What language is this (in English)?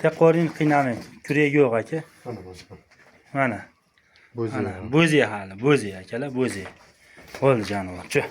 Uzbek